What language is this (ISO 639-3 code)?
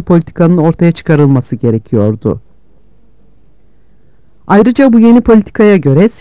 tur